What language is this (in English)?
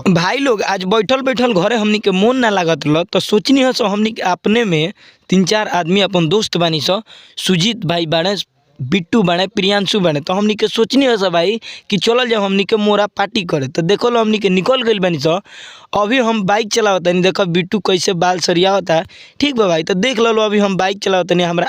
Bhojpuri